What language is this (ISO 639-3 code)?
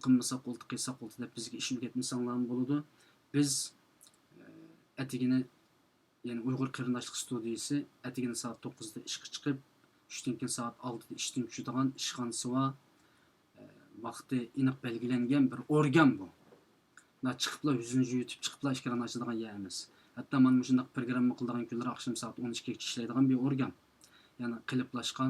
uig